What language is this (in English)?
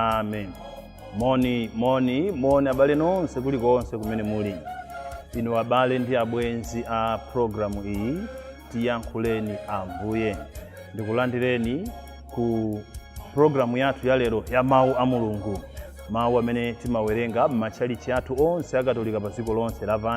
Nyanja